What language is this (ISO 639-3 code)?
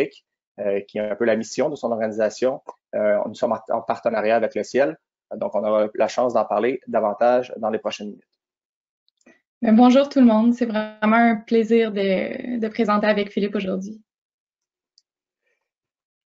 fra